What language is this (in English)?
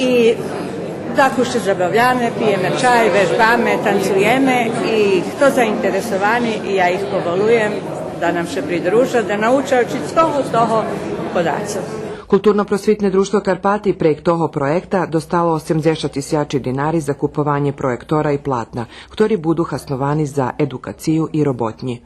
Rusyn